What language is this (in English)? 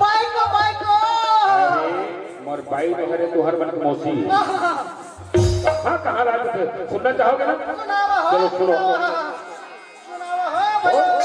Chhattisgarhi